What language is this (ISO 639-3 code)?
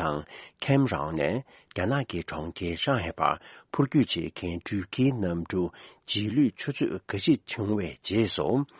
bod